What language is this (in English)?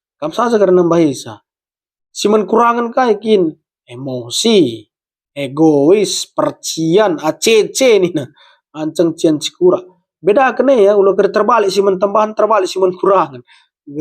Batak Karo